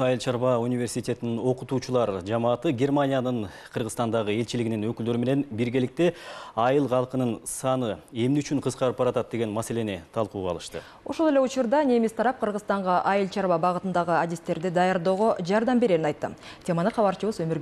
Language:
Kyrgyz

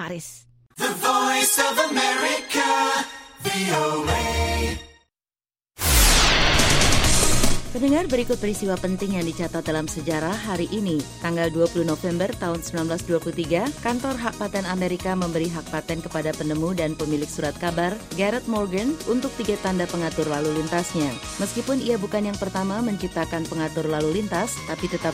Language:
Indonesian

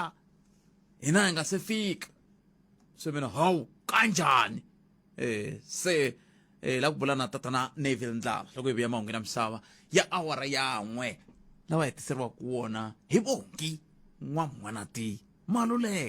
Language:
Tsonga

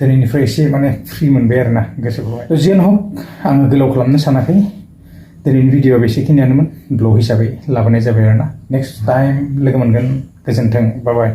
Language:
Bodo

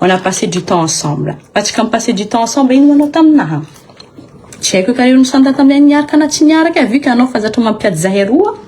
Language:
Malagasy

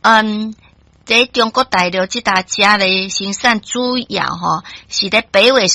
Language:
Chinese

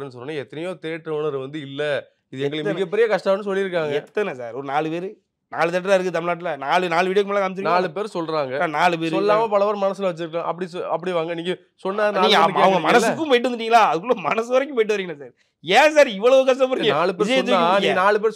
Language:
Tamil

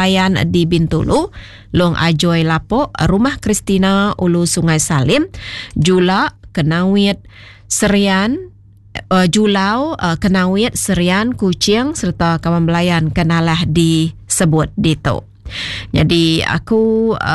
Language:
Iban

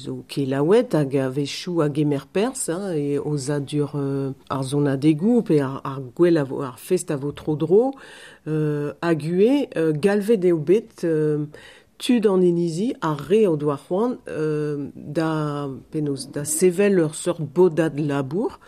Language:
Breton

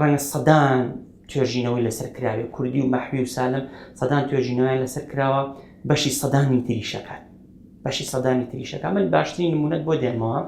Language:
Central Kurdish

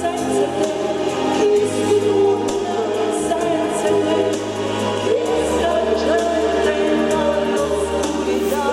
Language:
Neapolitan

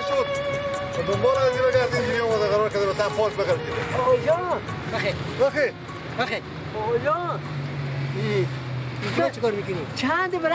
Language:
Persian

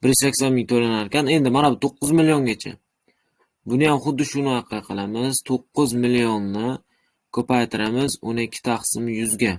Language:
Uzbek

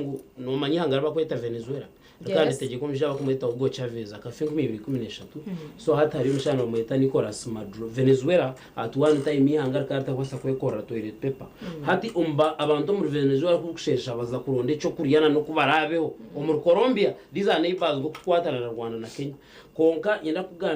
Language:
Nyankole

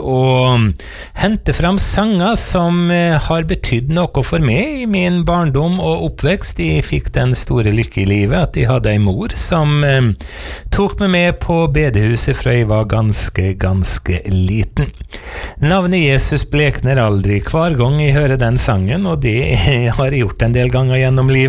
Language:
Norwegian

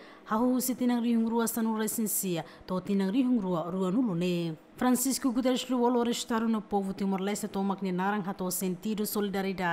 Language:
Tetum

